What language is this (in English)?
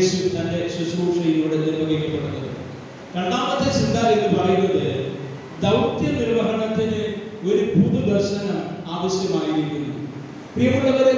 Malayalam